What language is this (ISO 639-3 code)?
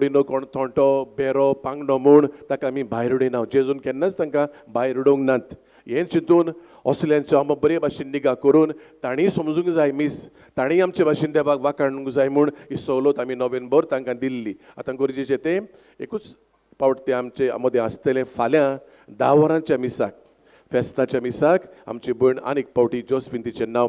kok